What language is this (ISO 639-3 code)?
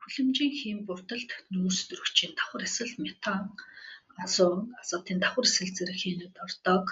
mon